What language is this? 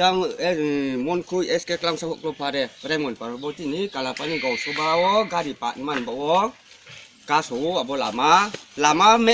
Riang (India)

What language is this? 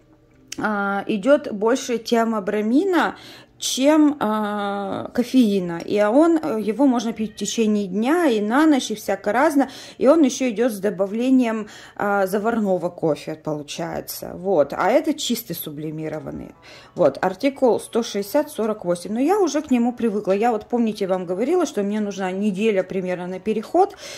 Russian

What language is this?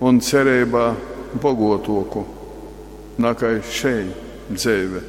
Latgalian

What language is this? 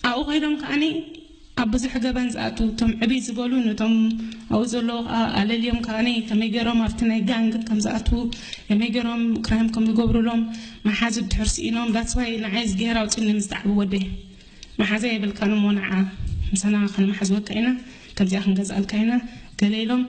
Tigrinya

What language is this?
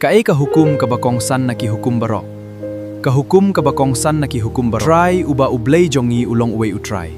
Khasi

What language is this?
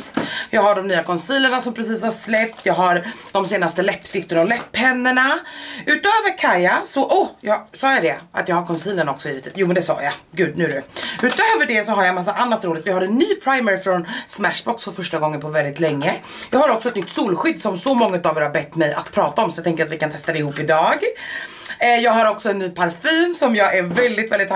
Swedish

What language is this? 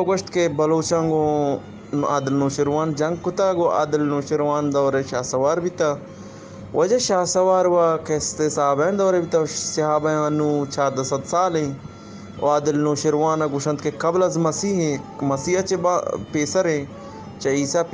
Eastern Balochi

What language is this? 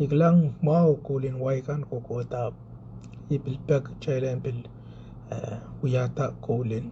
Pohnpeian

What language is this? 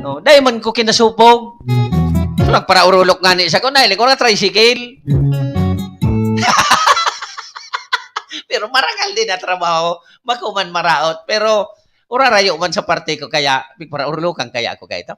Bikol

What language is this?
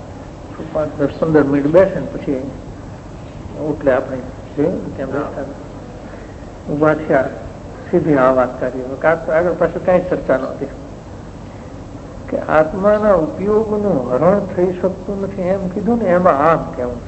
Gujarati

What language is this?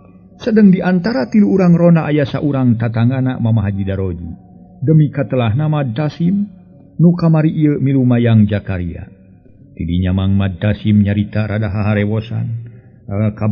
Sundanese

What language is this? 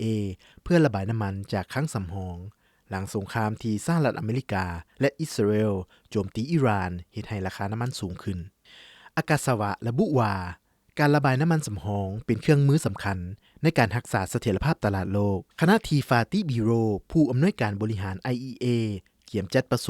Lao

